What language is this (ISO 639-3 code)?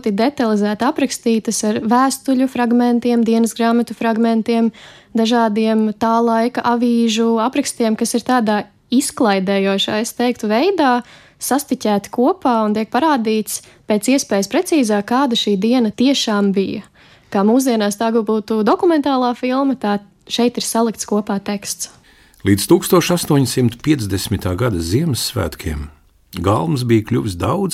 lav